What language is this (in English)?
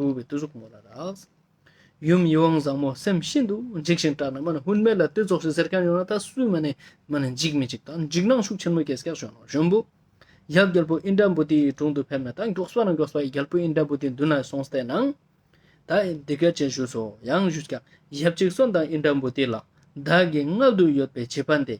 Ladakhi